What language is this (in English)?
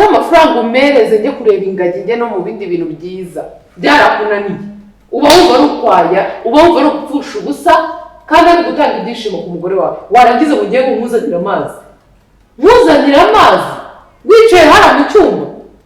Kinyarwanda